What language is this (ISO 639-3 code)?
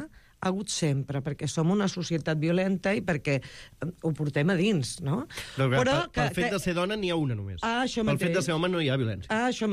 cat